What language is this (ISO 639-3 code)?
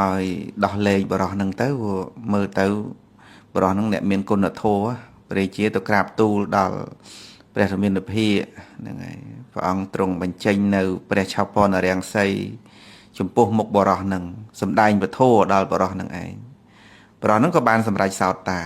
khm